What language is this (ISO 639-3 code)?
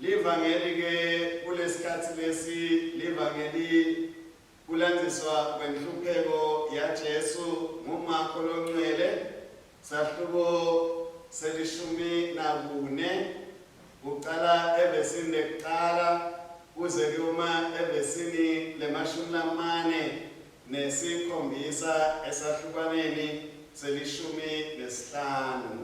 ssw